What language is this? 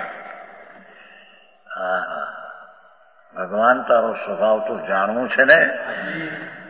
Gujarati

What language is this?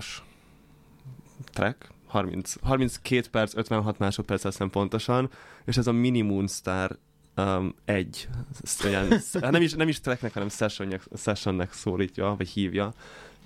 Hungarian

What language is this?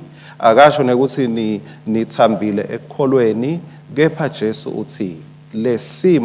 Swati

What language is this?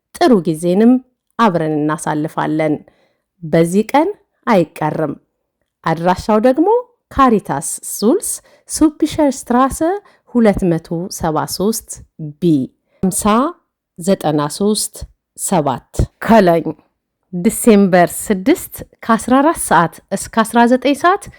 Amharic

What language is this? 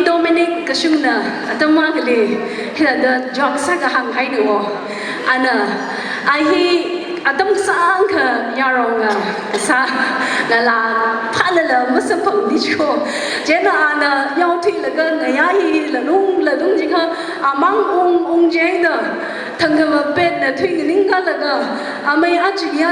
Tangkhul Naga (India)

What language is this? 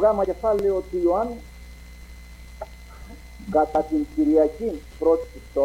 Greek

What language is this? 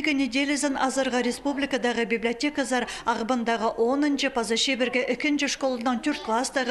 Khakas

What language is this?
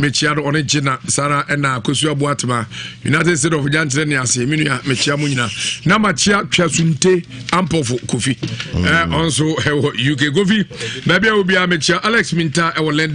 Akan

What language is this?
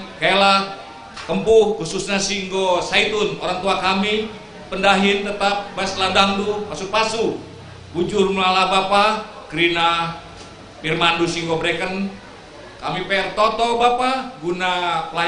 Batak Karo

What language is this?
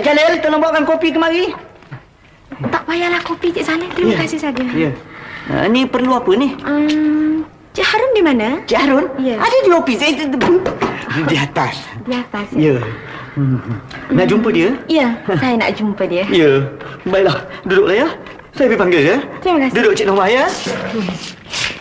Malay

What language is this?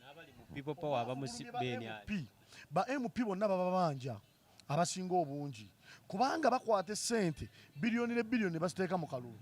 Ganda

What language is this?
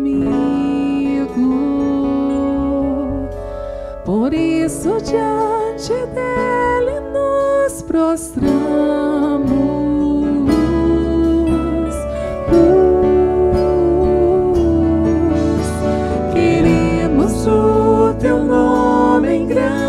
Portuguese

